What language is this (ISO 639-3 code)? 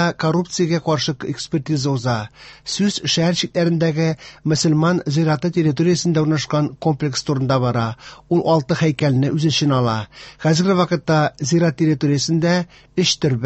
tat